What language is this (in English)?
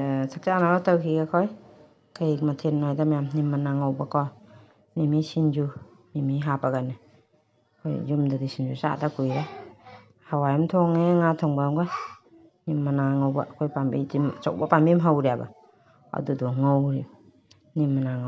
Manipuri